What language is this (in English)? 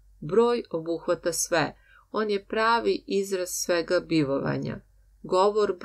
Serbian